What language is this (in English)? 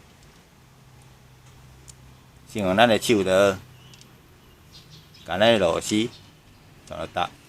Min Nan Chinese